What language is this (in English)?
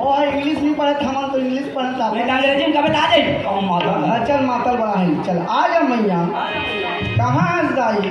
Chhattisgarhi